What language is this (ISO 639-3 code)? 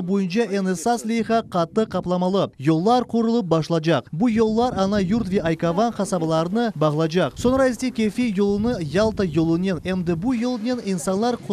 crh